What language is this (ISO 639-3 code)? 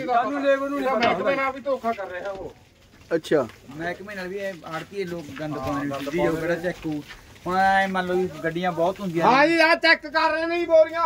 pan